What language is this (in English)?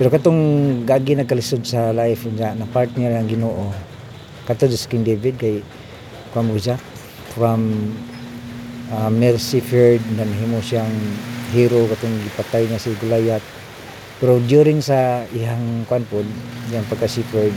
Cebuano